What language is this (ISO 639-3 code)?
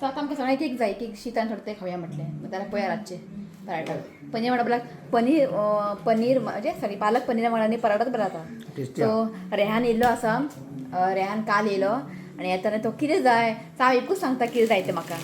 kok